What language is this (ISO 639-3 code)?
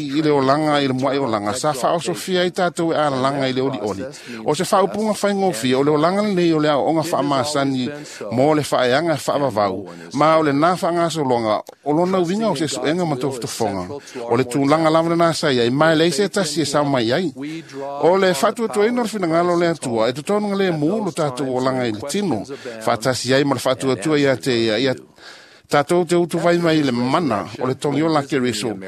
smo